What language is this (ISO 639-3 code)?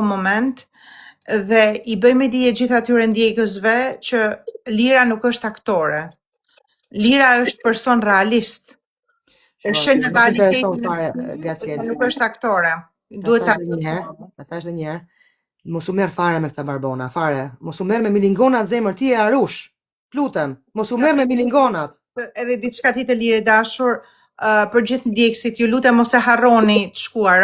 sqi